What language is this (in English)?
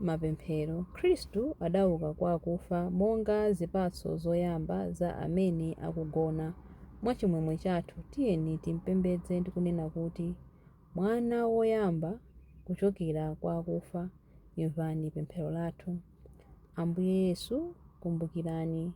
Nyanja